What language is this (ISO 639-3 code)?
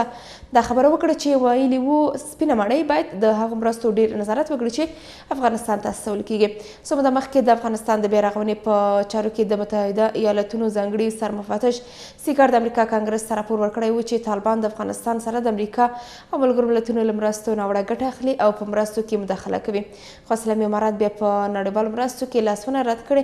pus